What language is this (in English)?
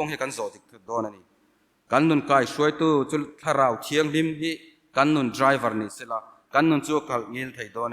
Mizo